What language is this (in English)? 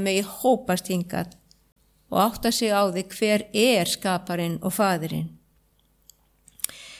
Icelandic